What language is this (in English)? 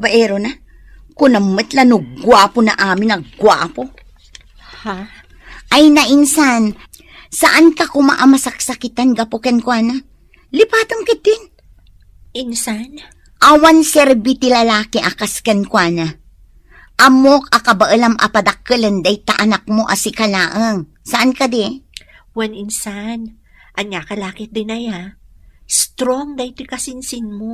Iloko